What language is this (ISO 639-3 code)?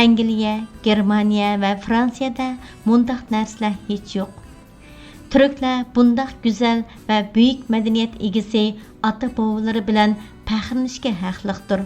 uig